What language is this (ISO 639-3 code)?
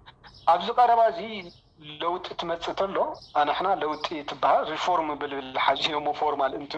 tir